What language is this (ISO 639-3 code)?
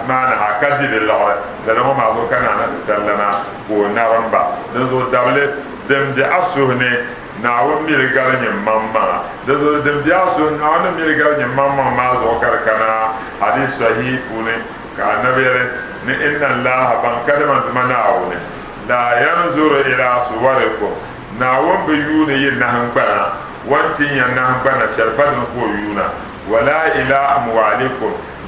dag